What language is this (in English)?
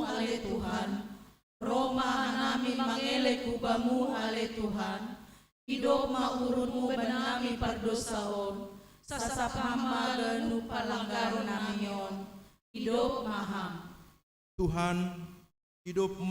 Batak Simalungun